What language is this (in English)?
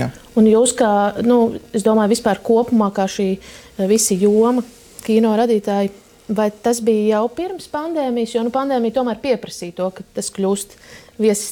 Latvian